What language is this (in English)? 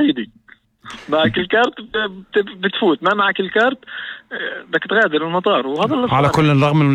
North Levantine Arabic